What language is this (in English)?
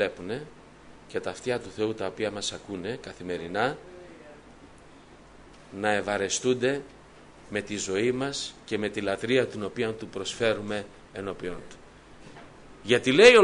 Greek